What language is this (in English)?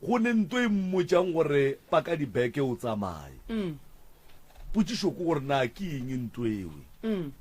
Northern Sotho